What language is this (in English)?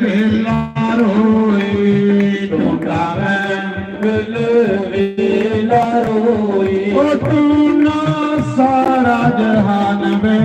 Dogri